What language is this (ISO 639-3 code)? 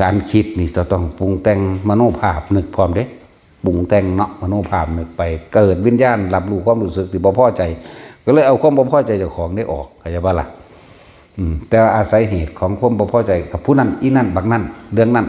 tts